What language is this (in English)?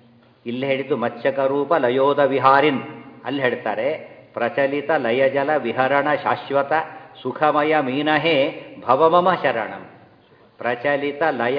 Kannada